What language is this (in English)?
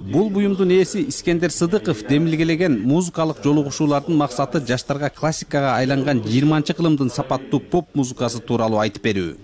Kyrgyz